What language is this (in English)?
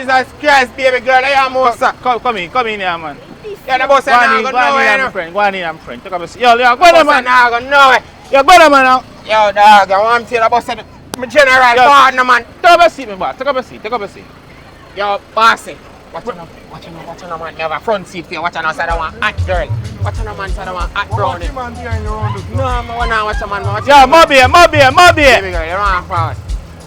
Jamaican Creole English